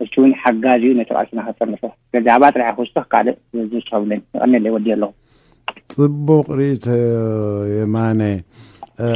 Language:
Tigrinya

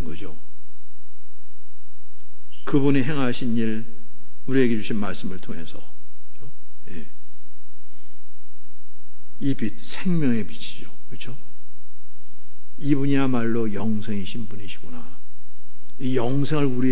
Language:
Korean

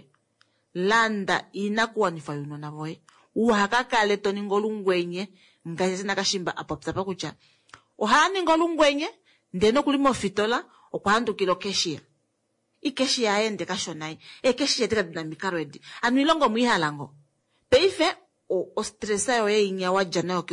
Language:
Kuanyama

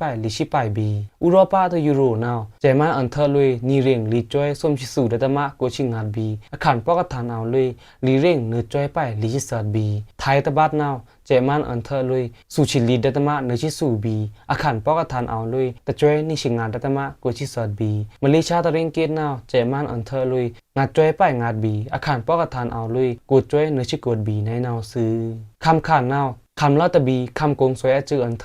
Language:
Pa'o Karen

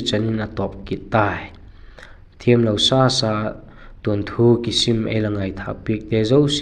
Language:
Vaiphei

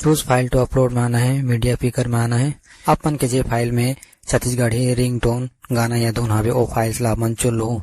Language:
Chhattisgarhi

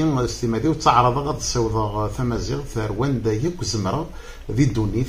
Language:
Kabyle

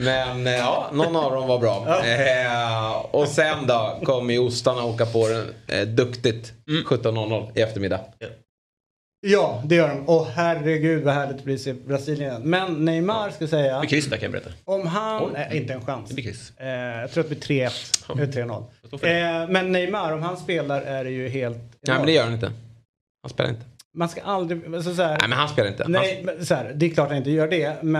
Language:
Swedish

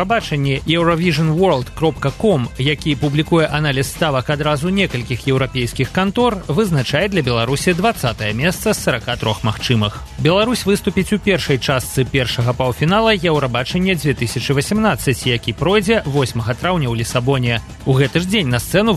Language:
Belarusian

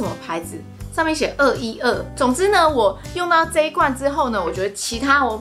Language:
Chinese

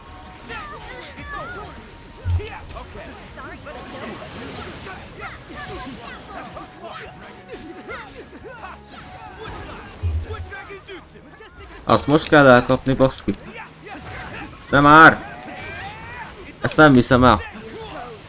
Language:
Hungarian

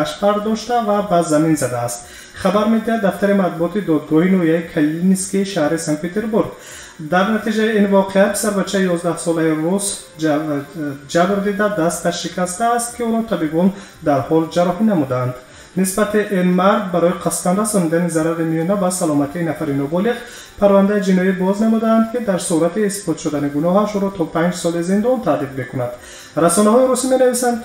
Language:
Tajik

